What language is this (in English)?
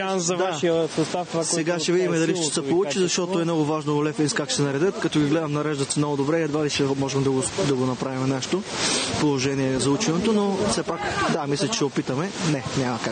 Bulgarian